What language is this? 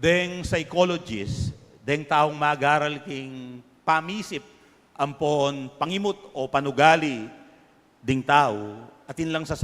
Pampanga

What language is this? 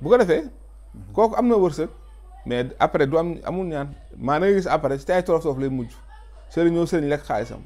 Wolof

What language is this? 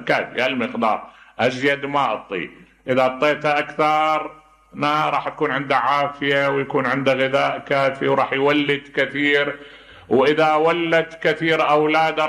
Mesopotamian Arabic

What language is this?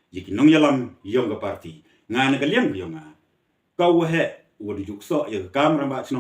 Khasi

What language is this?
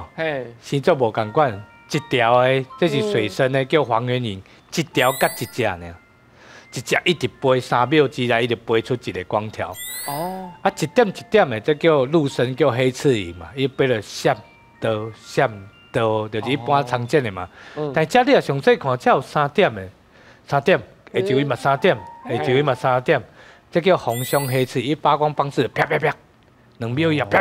Min Nan Chinese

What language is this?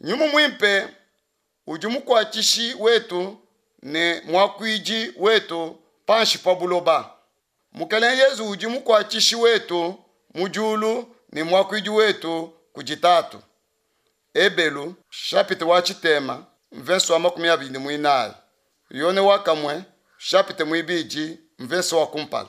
Luba-Lulua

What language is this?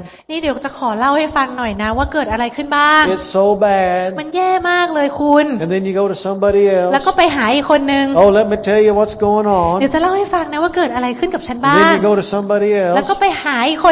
Thai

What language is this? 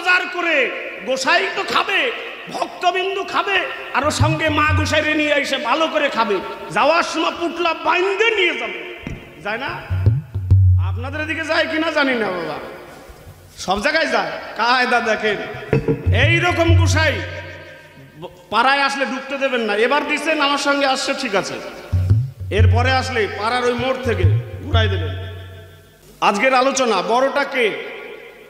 Bangla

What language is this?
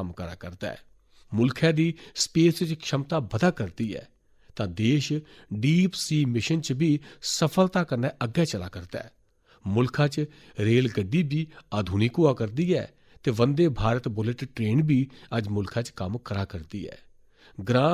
Dogri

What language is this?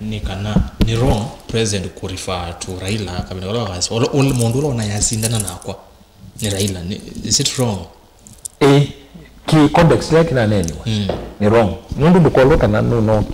Kamba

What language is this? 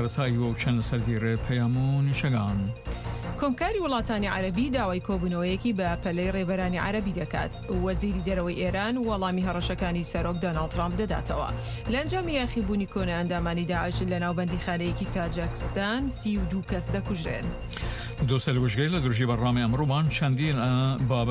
Central Kurdish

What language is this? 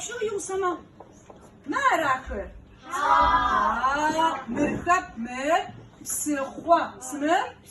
Adyghe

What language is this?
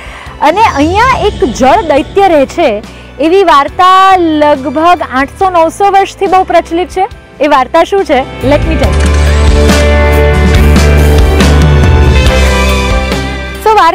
Gujarati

